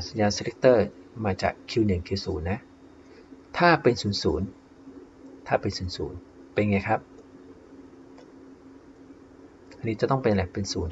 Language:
Thai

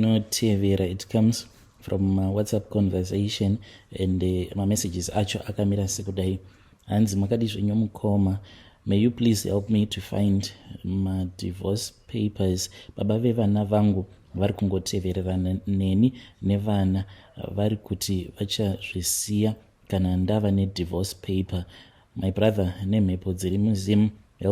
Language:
Shona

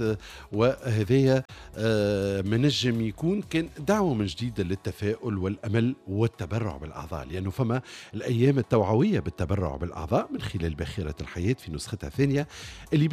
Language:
Tunisian Arabic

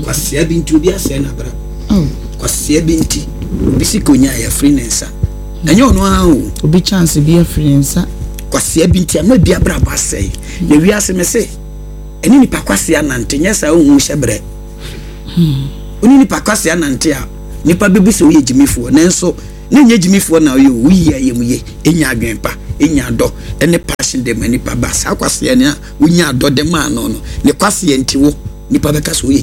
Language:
Akan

